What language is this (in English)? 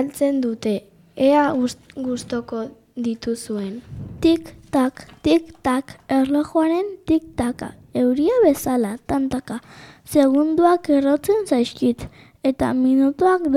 Basque